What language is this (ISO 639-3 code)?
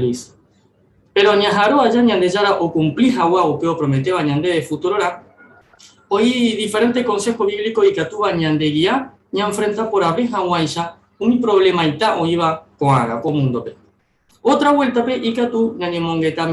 grn